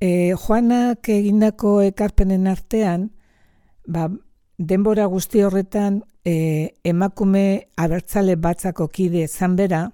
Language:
Basque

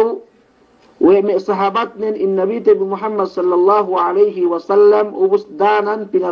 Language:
Yakan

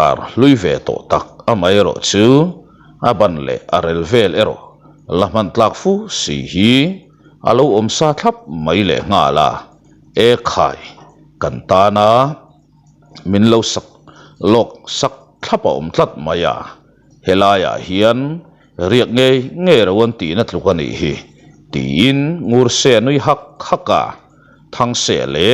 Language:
Mizo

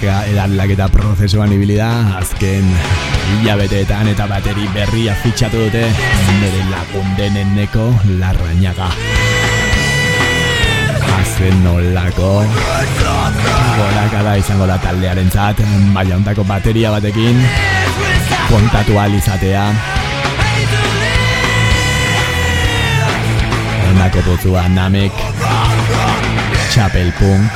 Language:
Basque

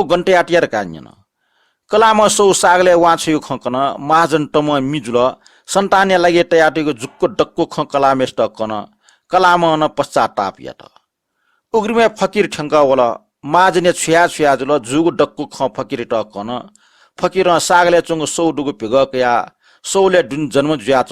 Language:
Newari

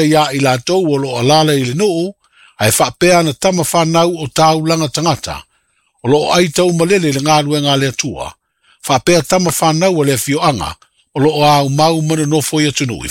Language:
Samoan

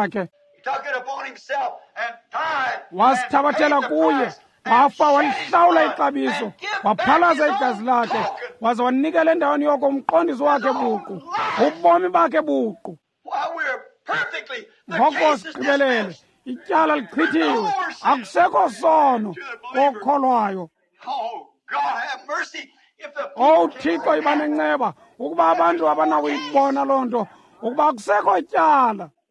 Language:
Xhosa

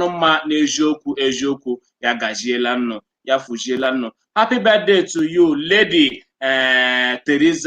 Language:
Igbo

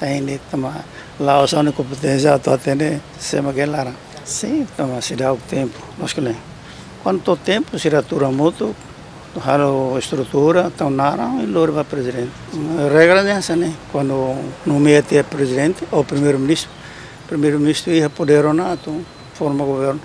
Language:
Tetum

